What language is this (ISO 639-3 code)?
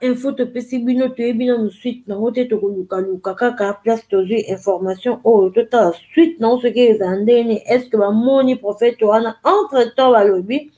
lin